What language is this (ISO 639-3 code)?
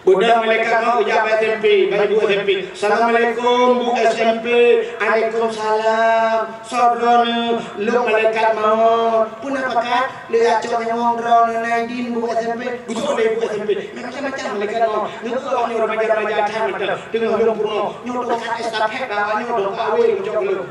ace